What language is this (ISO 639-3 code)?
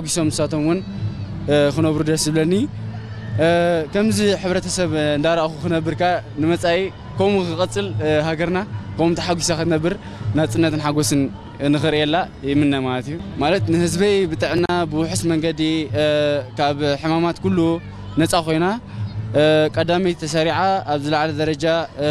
tir